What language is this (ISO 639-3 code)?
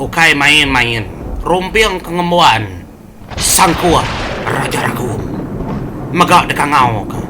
iba